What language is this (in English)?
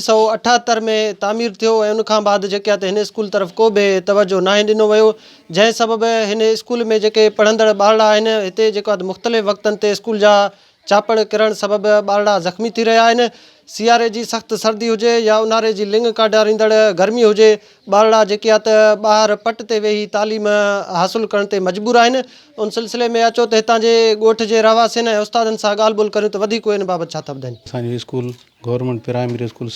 Sindhi